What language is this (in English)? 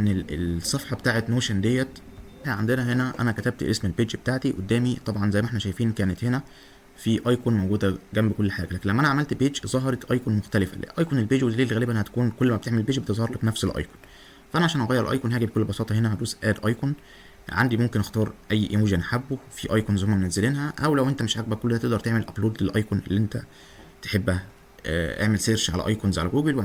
Egyptian Arabic